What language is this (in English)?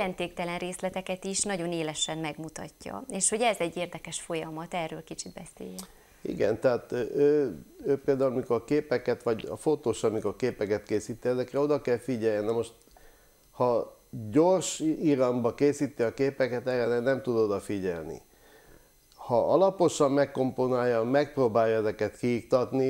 Hungarian